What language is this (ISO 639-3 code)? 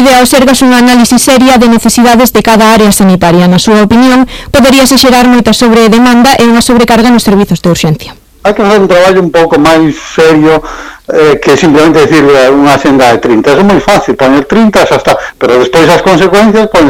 glg